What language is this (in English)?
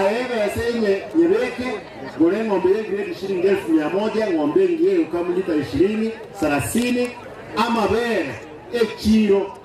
Gusii